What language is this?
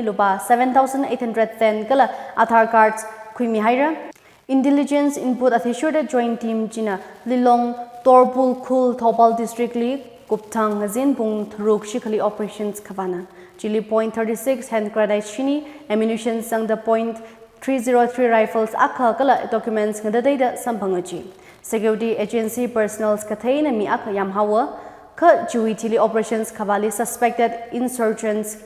Tangkhul Naga (India)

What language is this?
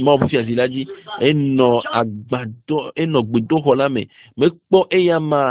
Ewe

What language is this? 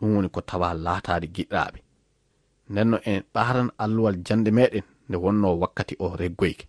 Fula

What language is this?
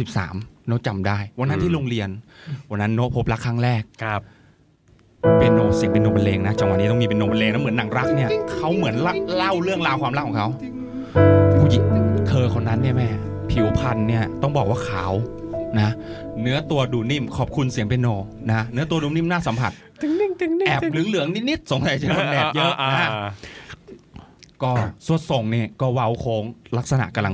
Thai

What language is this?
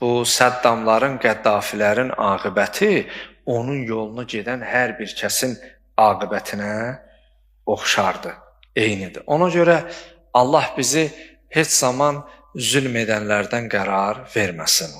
Azerbaijani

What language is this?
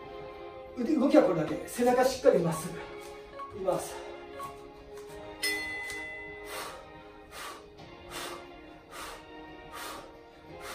Japanese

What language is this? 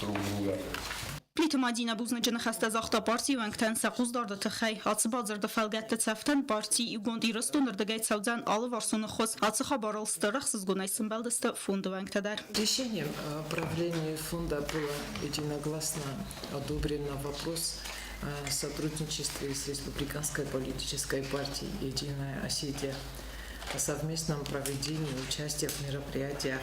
Ossetic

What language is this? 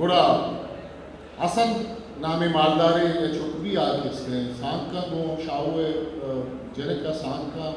Eastern Balochi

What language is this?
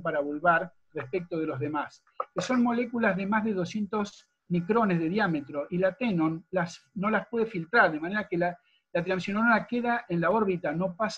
Spanish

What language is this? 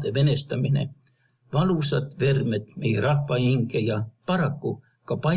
Estonian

